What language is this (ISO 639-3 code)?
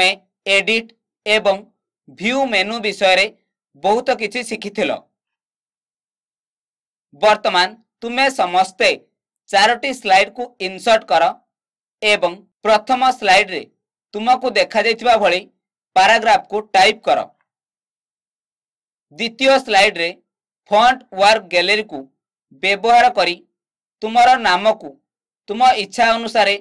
ori